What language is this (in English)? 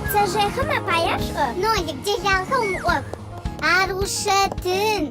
Adyghe